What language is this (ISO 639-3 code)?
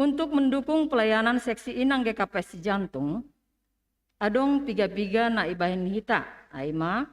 bts